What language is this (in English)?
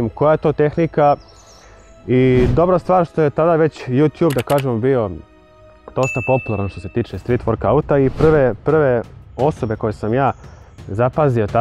Croatian